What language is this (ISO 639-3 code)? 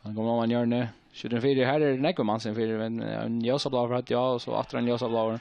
fao